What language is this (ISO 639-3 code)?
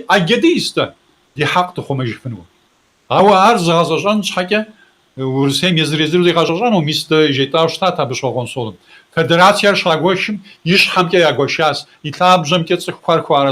kbd